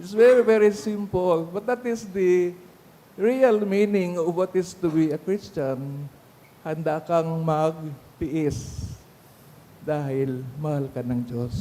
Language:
Bikol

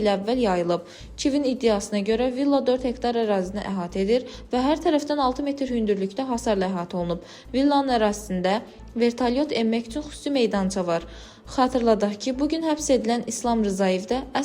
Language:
Azerbaijani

